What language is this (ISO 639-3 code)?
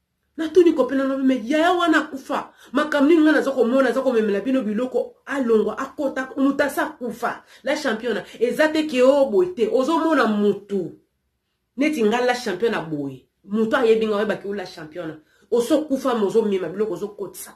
lin